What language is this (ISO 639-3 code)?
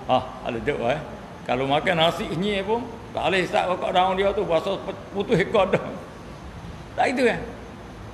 msa